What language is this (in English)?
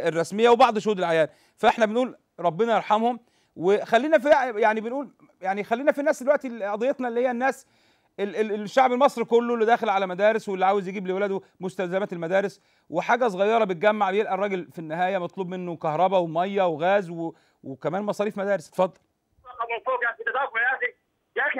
Egyptian Arabic